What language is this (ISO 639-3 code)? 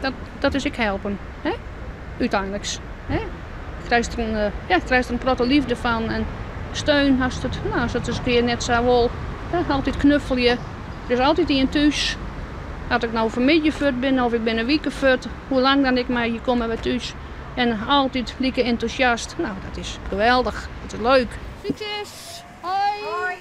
fry